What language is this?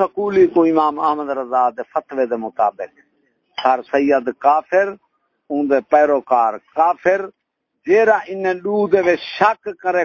Saraiki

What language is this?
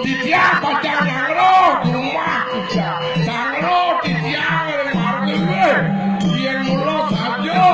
Balinese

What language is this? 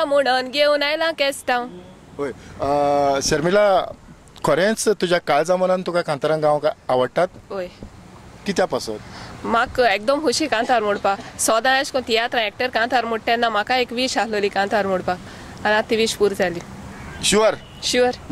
Konkani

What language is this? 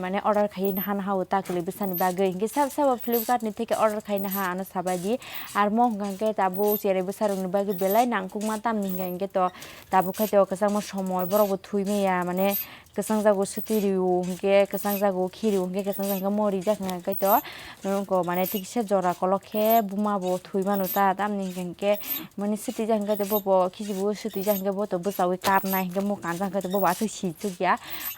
Kok Borok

